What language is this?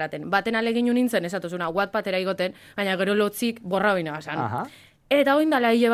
Basque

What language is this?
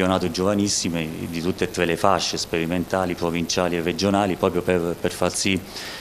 Italian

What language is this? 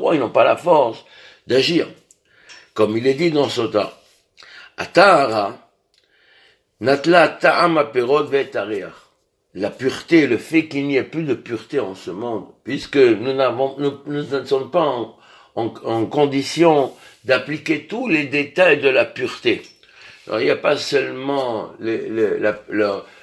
French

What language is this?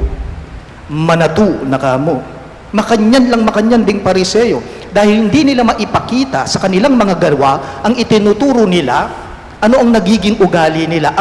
Pampanga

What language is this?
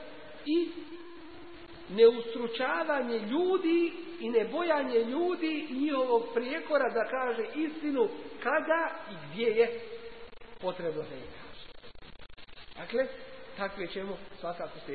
Bosnian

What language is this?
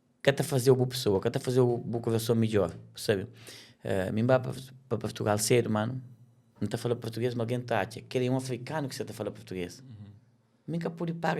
Kabuverdianu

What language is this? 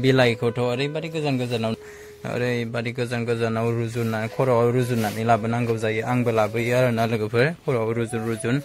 Bodo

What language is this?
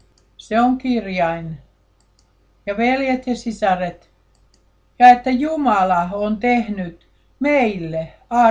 Finnish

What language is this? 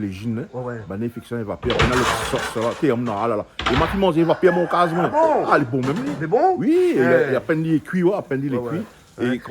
Réunion Creole French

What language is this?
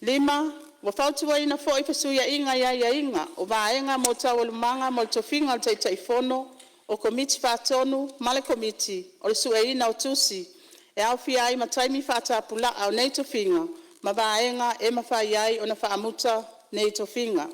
Samoan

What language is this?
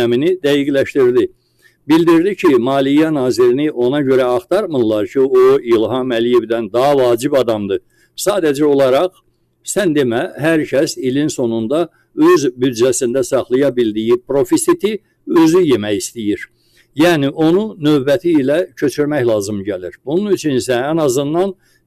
Azerbaijani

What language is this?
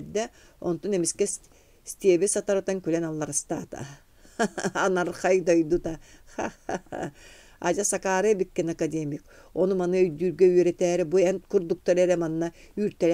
Yakut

